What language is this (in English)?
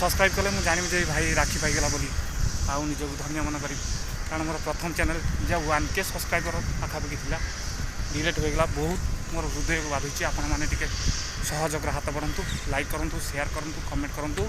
Odia